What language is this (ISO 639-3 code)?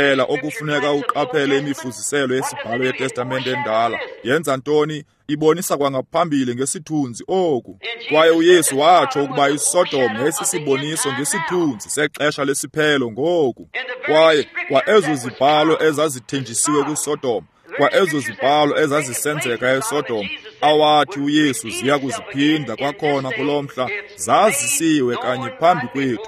xho